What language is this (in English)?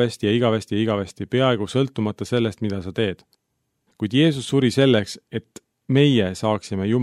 Estonian